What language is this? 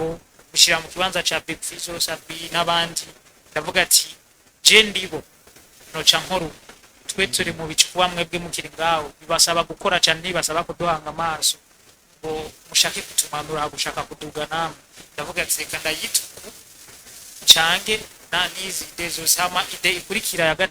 Rundi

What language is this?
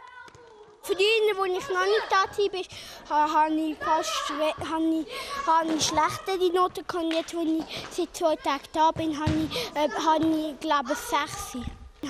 Swiss German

